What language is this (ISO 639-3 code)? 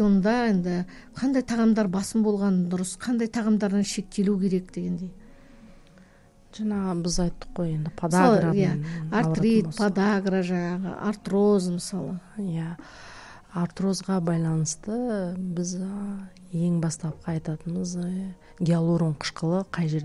kaz